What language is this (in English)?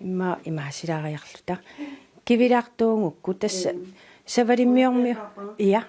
Kalaallisut